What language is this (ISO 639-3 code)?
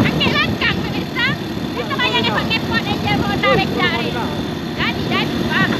min